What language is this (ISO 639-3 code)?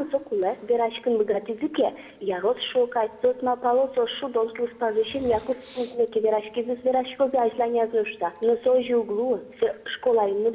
udm